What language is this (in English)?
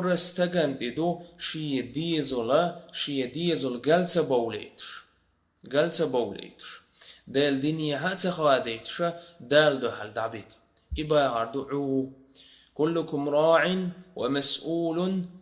Chechen